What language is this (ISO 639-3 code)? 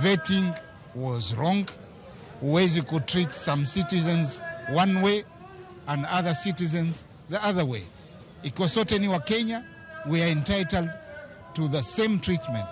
luo